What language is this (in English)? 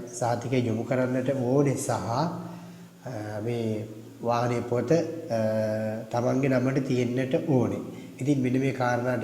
Sinhala